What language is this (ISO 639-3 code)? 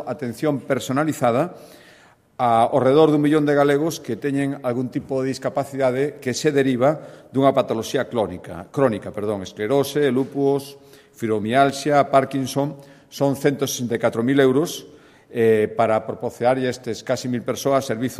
glg